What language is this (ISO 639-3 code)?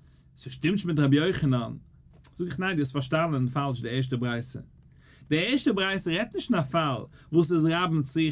yid